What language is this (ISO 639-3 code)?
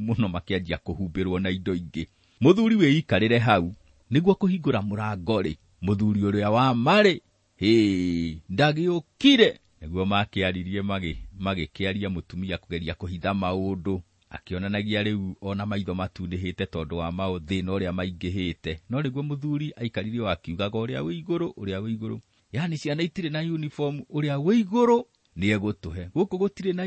kik